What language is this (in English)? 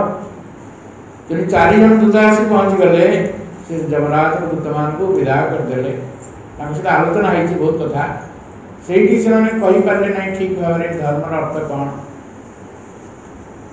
Odia